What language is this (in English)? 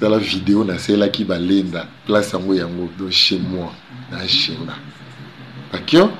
Lingala